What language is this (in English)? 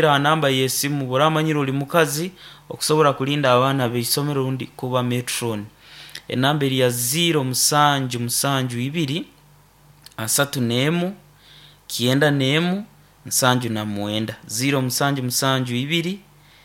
Nyoro